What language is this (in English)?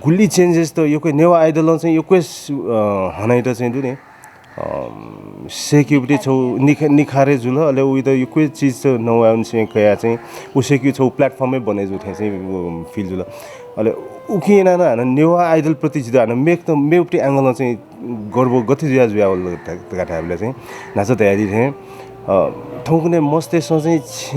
Newari